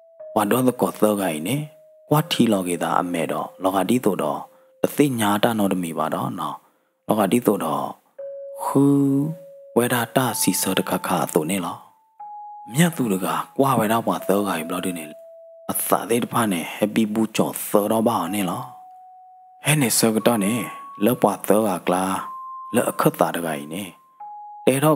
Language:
S'gaw Karen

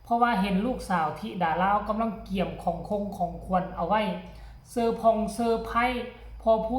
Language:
Northeastern Thai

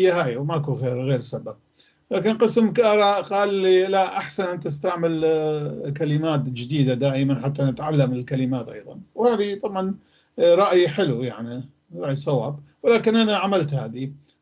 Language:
North Levantine Arabic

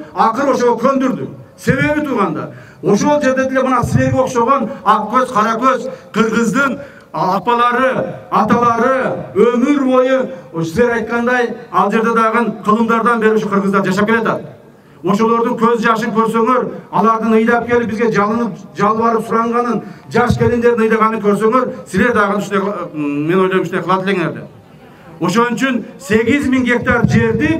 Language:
Kyrgyz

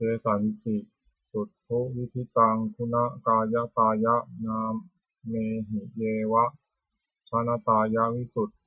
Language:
Pali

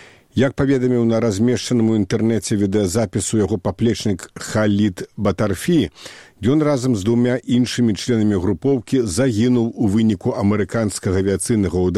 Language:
Belarusian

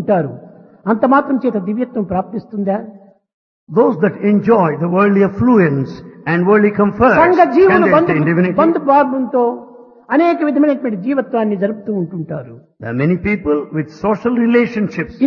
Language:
Telugu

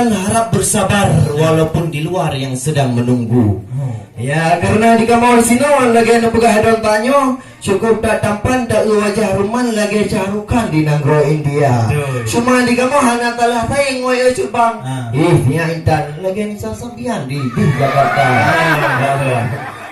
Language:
Achinese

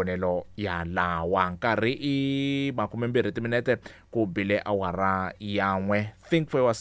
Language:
Tsonga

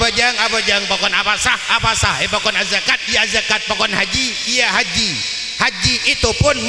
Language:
Madurese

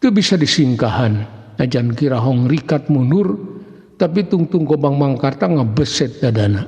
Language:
Sundanese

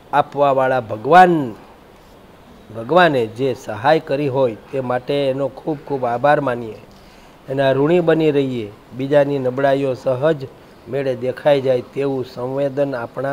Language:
Gujarati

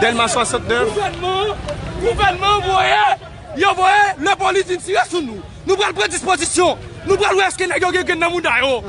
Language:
Haitian Creole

